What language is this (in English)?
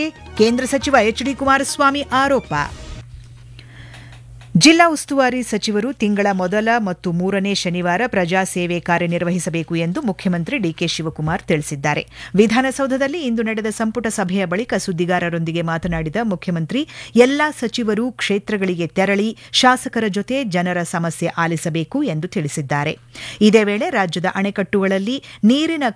Kannada